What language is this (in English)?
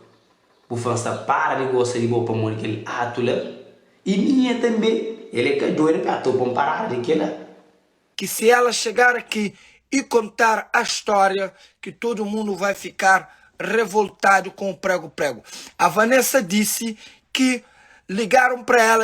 Kabuverdianu